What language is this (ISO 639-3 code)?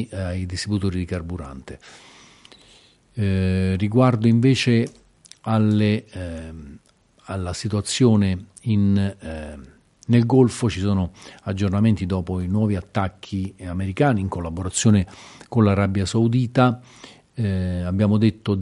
ita